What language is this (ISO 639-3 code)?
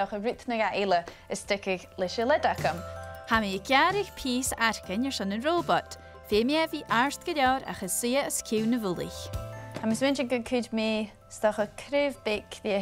gla